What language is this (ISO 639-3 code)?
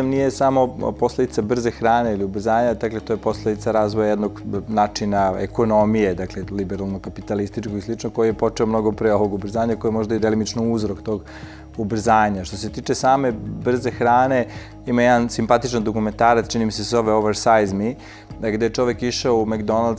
srp